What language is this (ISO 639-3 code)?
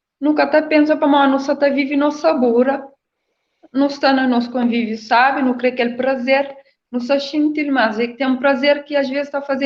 kea